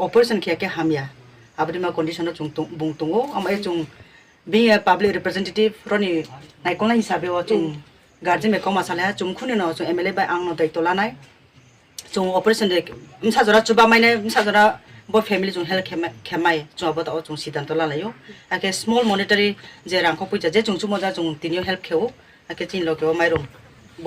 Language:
Riang (India)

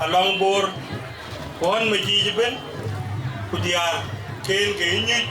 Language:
Dinka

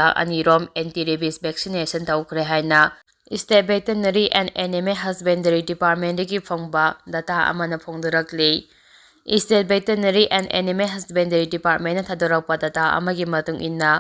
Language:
Manipuri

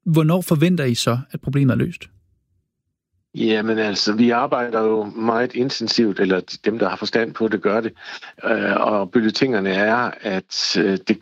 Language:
Danish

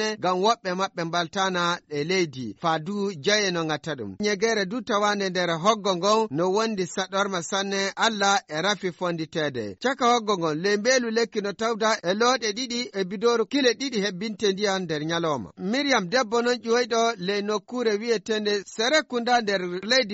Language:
Fula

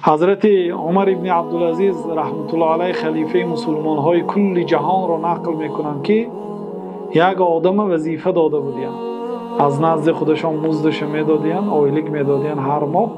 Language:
Tajik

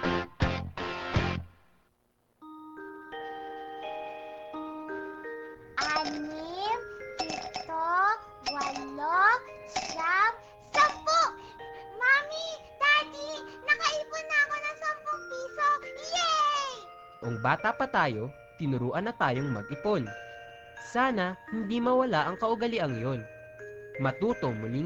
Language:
Filipino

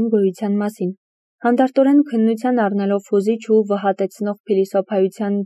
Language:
Armenian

